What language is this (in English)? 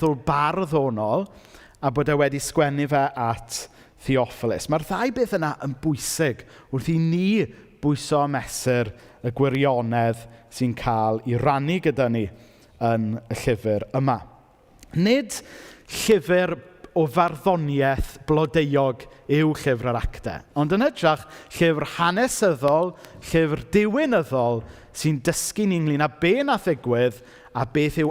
Welsh